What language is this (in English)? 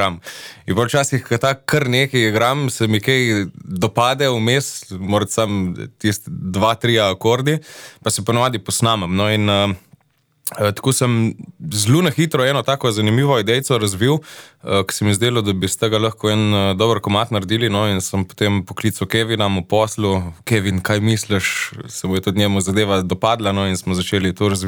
Slovenian